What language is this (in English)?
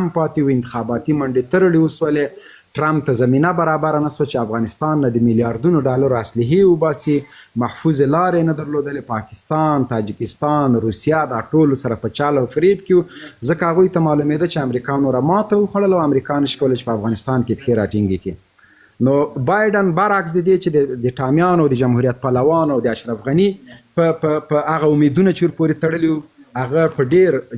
Pashto